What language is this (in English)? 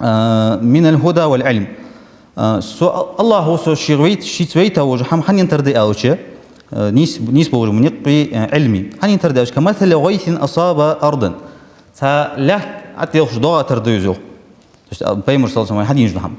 Ingush